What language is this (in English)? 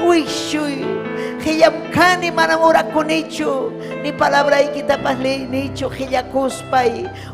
Ayacucho Quechua